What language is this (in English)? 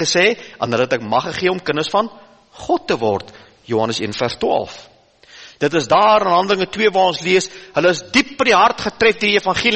Afrikaans